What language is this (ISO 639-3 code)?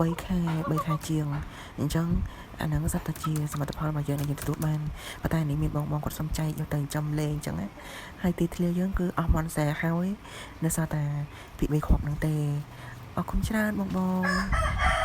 khm